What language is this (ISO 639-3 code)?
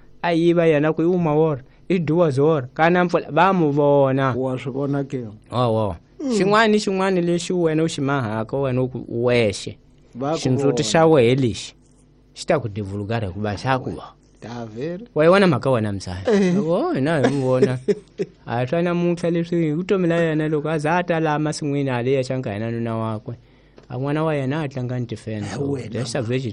tso